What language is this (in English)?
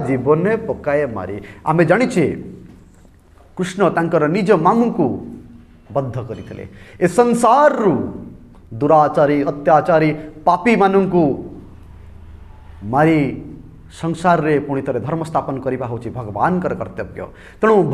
Odia